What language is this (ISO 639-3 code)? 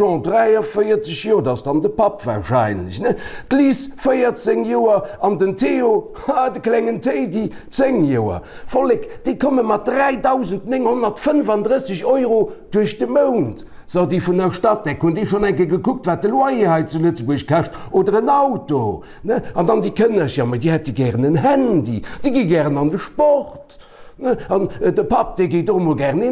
ltz